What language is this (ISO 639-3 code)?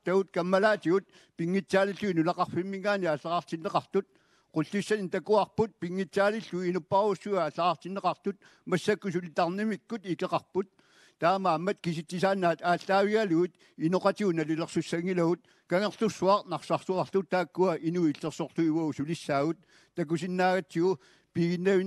kal